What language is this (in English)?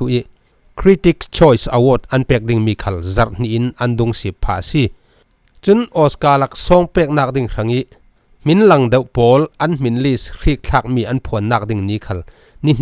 Falam Chin